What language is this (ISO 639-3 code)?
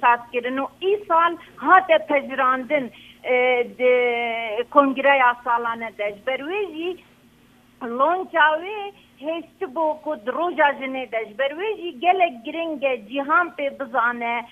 kur